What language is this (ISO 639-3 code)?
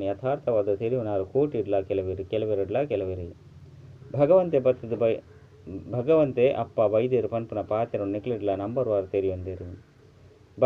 tcy